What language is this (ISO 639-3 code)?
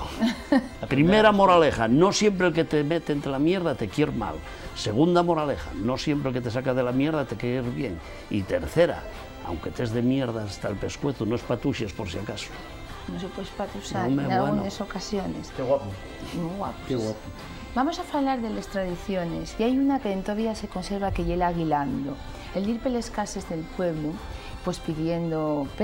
ast